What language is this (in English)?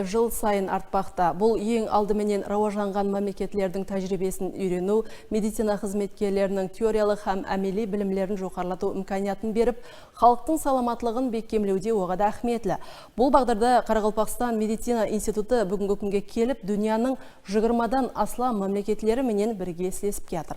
Kara-Kalpak